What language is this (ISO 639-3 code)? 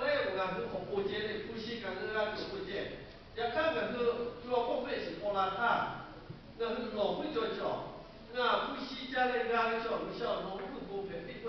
lhu